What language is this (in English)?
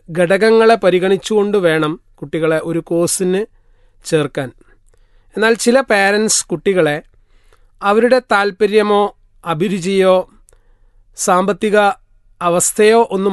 Malayalam